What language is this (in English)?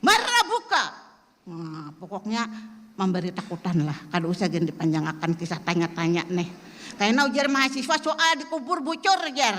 Banjar